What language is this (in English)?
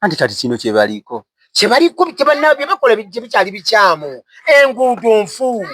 Ganda